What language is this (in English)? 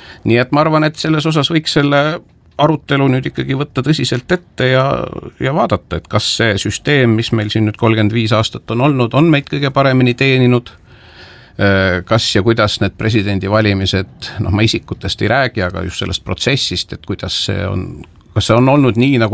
Estonian